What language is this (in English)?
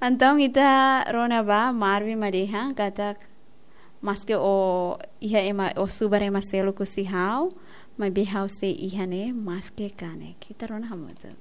Tetum